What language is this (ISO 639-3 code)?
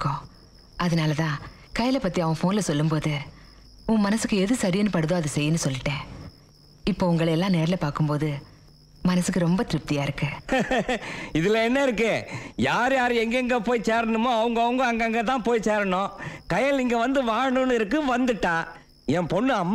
tam